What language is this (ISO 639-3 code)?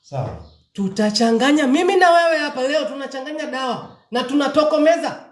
swa